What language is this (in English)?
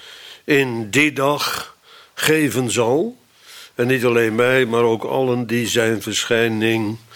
Dutch